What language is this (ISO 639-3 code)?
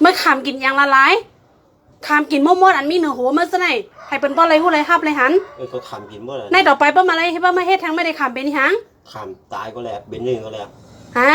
shn